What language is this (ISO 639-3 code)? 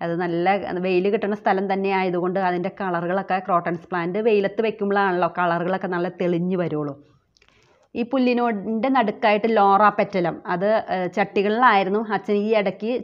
mal